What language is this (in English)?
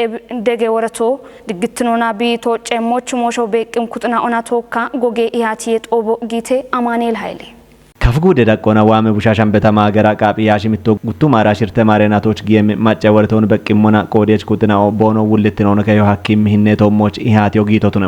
Kafa